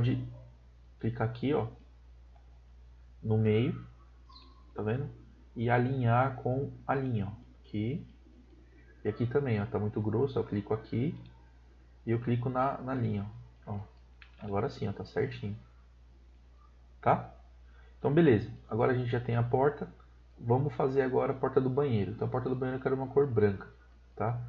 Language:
Portuguese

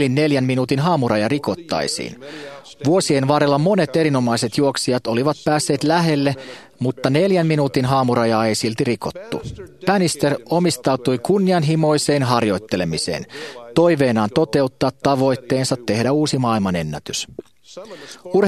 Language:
Finnish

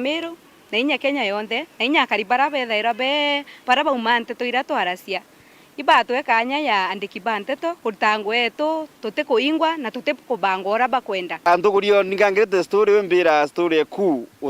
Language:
Meru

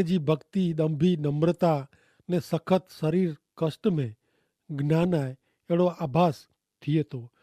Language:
Kachhi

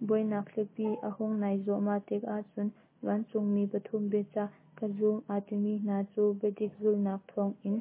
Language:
Hakha Chin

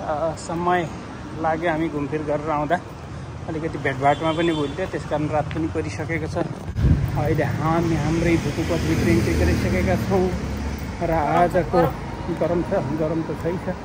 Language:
Nepali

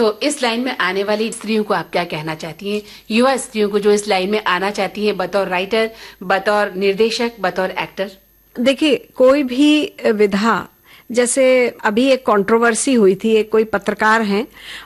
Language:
Hindi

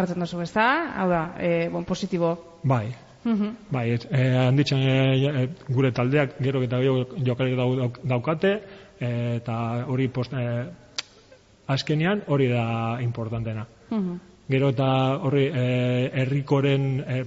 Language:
Basque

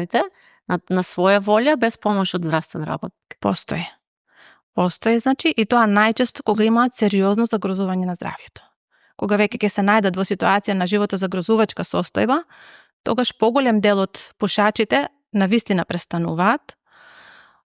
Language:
Macedonian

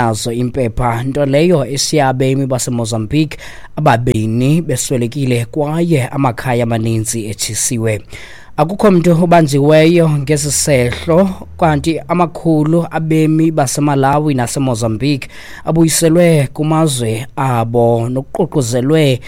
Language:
Xhosa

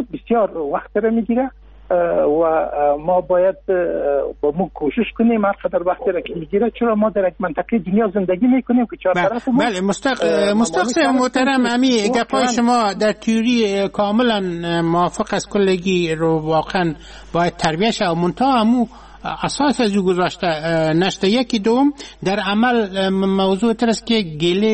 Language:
Persian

